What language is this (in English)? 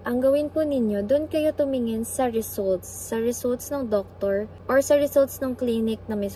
Filipino